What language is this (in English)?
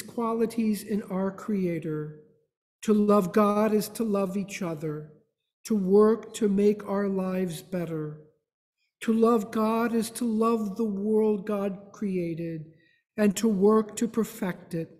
English